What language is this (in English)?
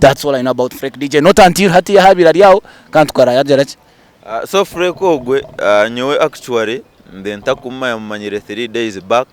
Nyankole